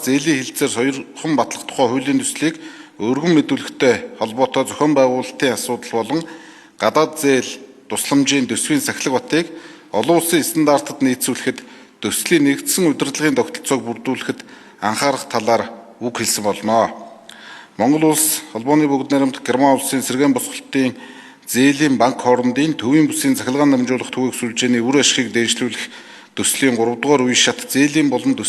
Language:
Mongolian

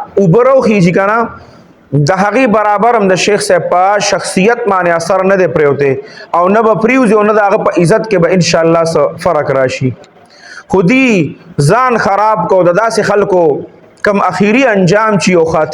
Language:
Pashto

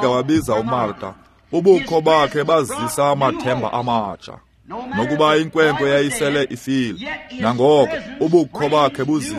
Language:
Xhosa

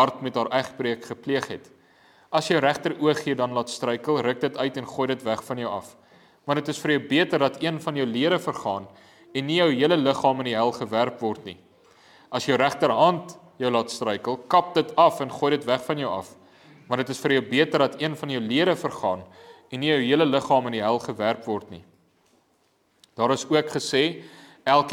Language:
Afrikaans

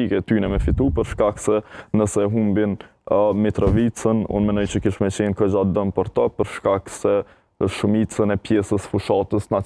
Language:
Albanian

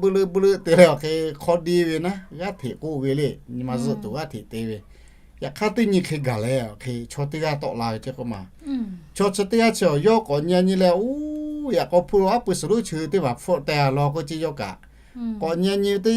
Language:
Lahu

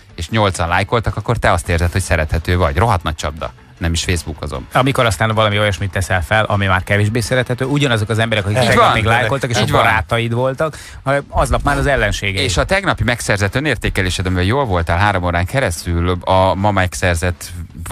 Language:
Hungarian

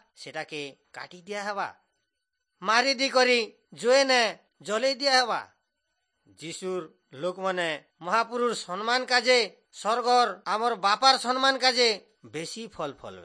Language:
Odia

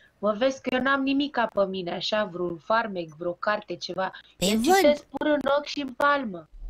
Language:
Romanian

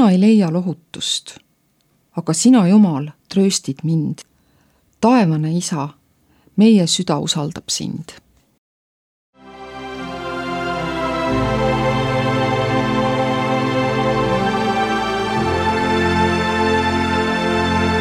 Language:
Estonian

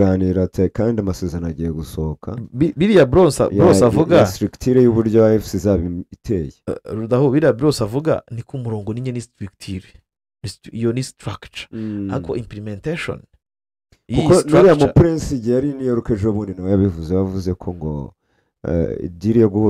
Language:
Kinyarwanda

